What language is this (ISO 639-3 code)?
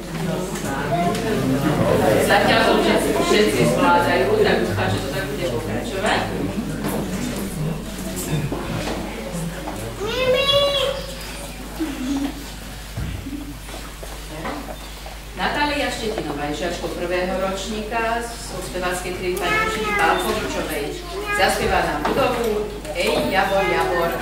slk